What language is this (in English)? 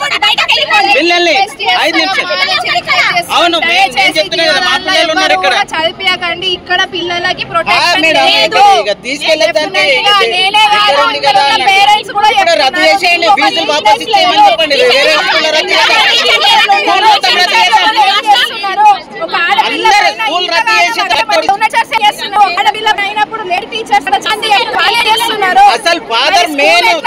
Telugu